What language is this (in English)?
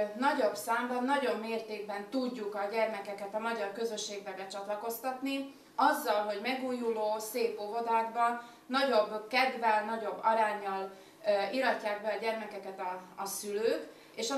Hungarian